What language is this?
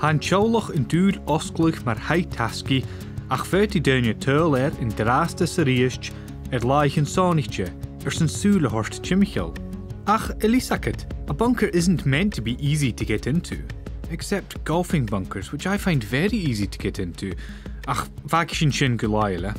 Scottish Gaelic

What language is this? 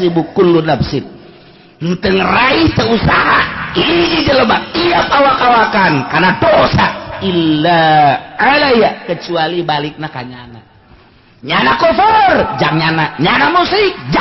Sundanese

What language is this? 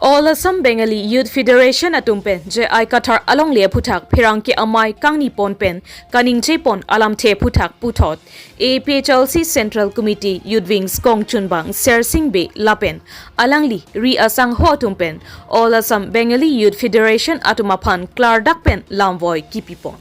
Karbi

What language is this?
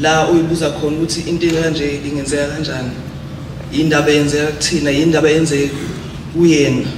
Zulu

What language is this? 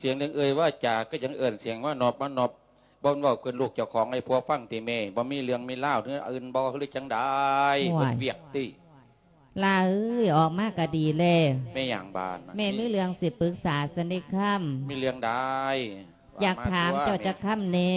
Lao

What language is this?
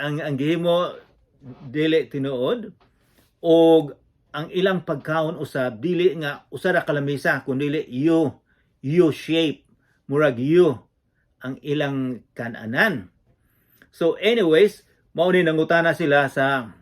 Cebuano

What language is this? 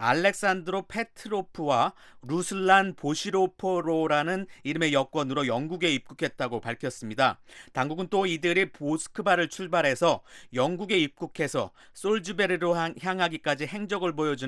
Korean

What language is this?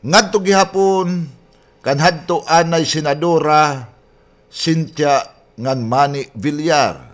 Waray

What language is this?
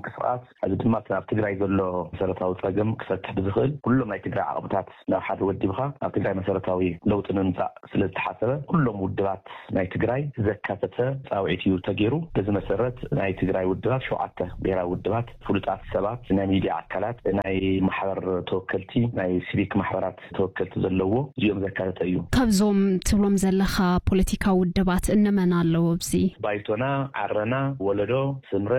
Tigrinya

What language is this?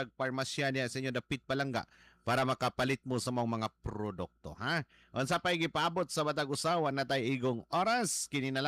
Cebuano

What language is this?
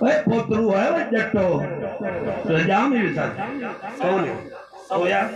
Saraiki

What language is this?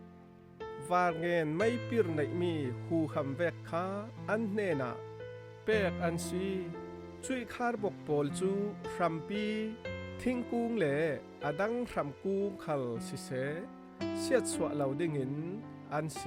Falam Chin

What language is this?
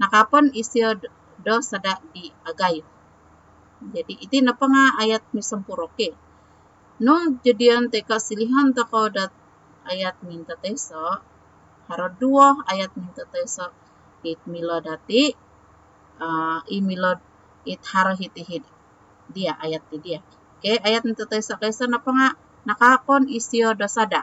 Central Dusun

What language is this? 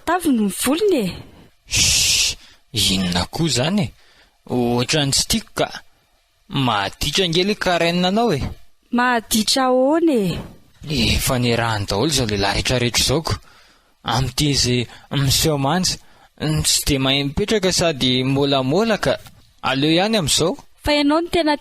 Malagasy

